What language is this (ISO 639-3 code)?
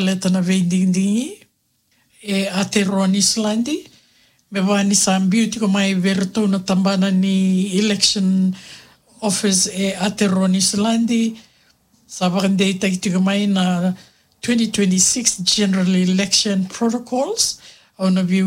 fij